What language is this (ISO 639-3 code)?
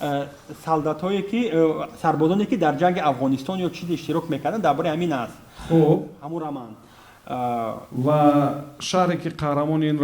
tgk